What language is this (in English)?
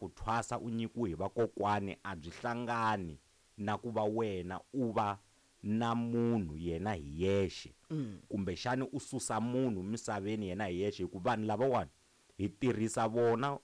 Tsonga